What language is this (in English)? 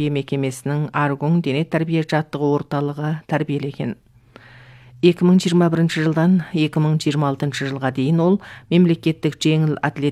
Kazakh